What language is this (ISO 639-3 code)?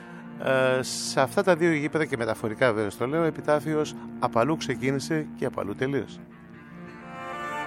ell